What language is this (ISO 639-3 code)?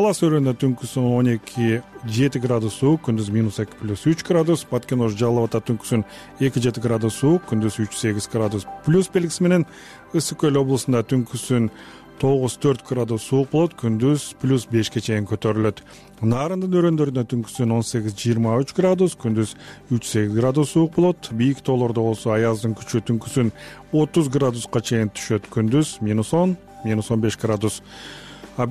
kir